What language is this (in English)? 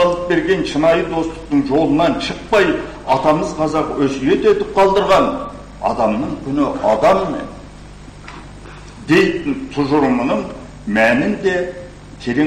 Kazakh